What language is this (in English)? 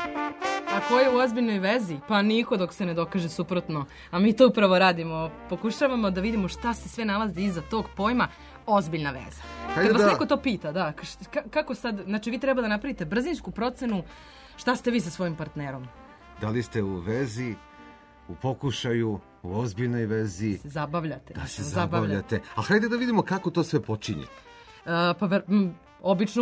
Serbian